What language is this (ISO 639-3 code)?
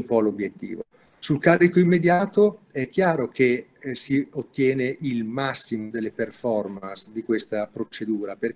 ita